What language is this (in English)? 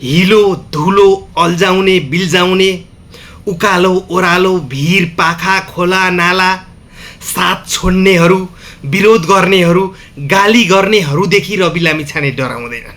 Nepali